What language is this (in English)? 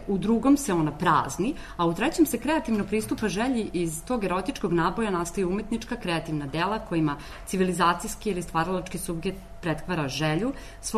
Serbian